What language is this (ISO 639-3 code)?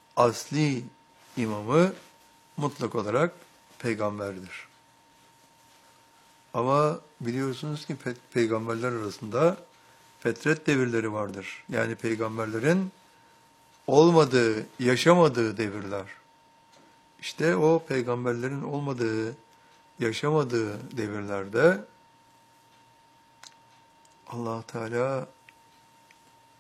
tur